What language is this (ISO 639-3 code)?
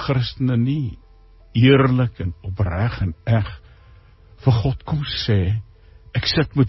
afr